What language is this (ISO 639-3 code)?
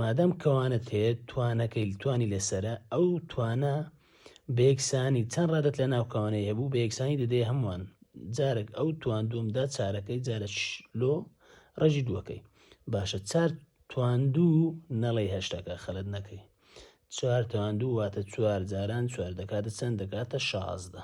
ckb